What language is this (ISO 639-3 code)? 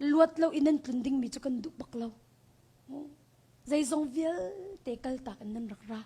cnh